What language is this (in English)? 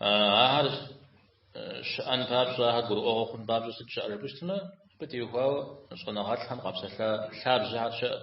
Kabardian